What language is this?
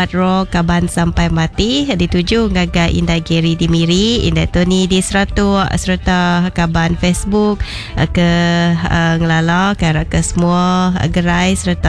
Iban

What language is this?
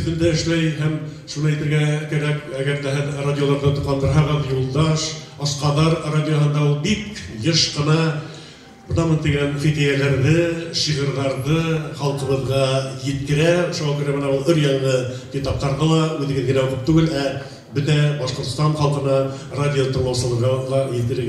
Bashkir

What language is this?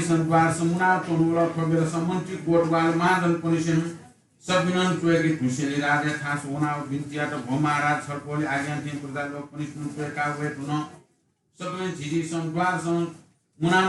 Newari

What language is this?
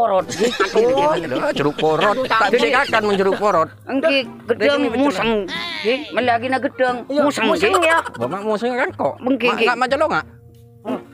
Madurese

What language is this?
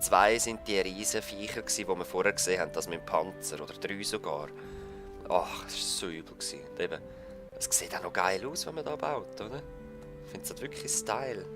Swiss German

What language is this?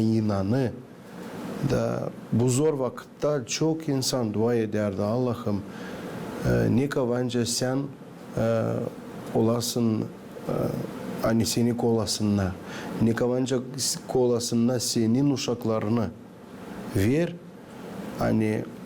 Gagauz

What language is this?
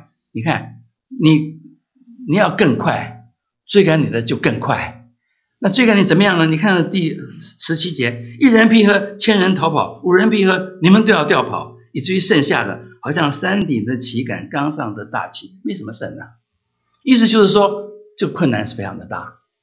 Chinese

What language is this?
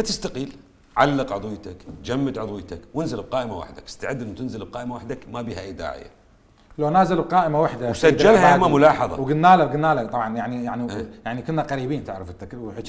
Mesopotamian Arabic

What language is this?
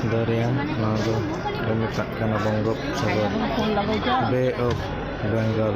Santali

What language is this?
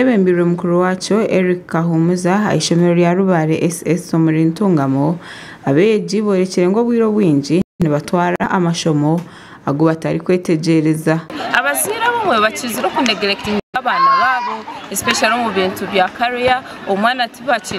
Nyankole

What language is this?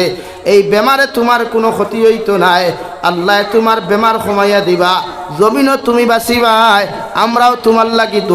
Sylheti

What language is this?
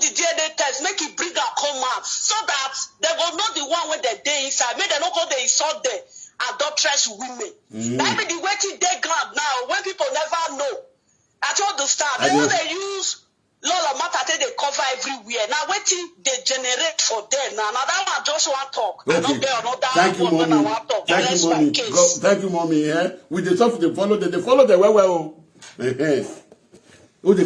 Nigerian Pidgin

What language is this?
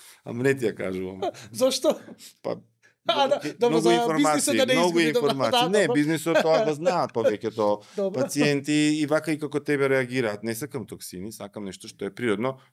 Macedonian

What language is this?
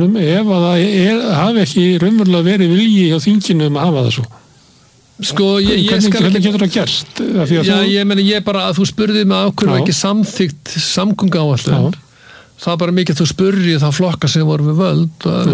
Icelandic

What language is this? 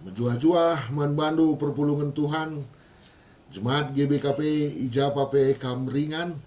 Batak Karo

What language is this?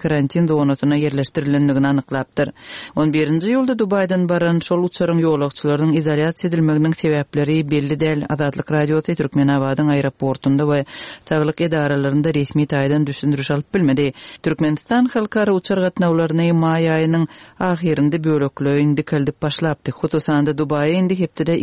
Turkmen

